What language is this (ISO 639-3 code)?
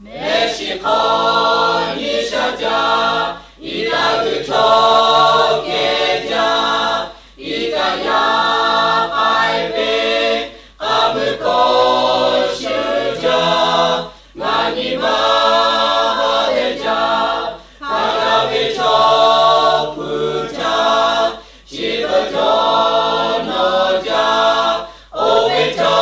lhu